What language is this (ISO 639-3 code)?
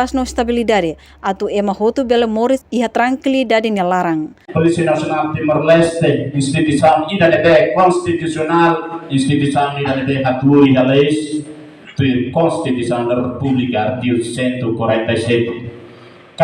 tet